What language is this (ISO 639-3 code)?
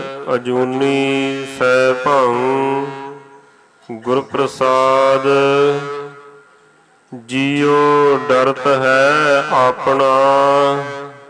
pan